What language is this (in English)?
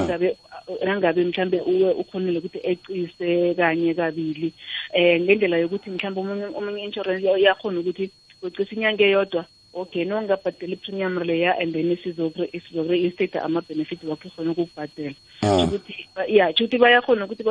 South Ndebele